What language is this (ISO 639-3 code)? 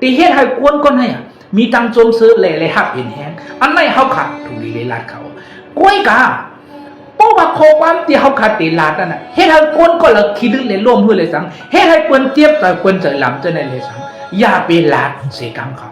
shn